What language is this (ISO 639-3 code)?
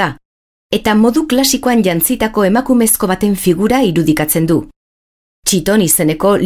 eus